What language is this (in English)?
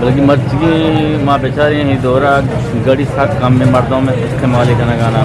Eastern Balochi